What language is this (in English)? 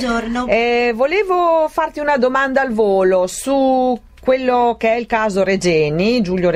Italian